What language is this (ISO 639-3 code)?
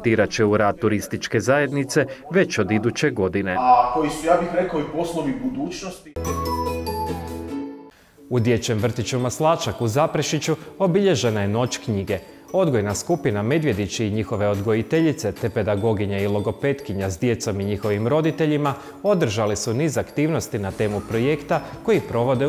hrv